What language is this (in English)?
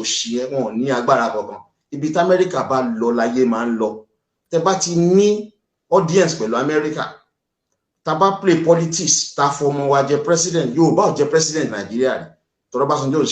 Yoruba